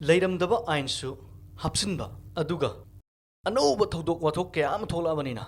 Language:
Manipuri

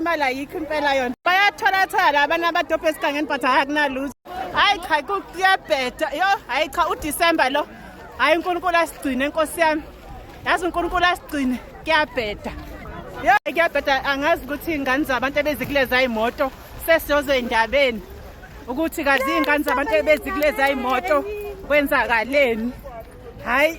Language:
Zulu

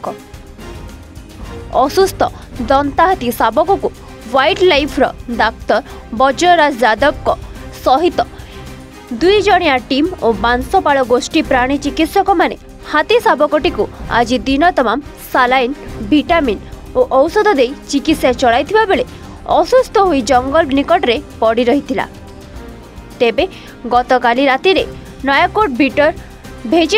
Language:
Odia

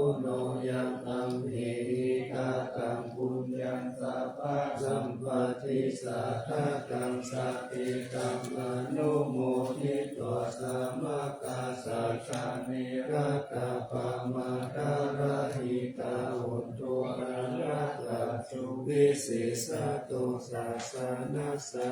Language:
Pali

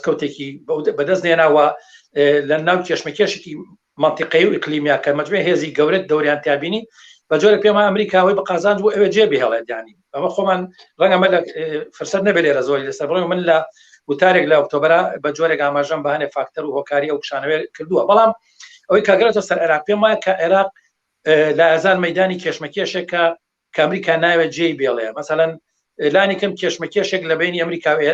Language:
Central Kurdish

